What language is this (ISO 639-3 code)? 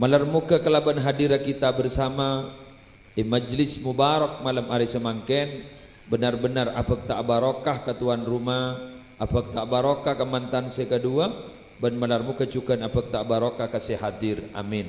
mad